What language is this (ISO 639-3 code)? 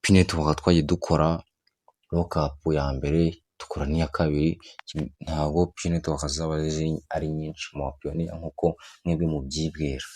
kin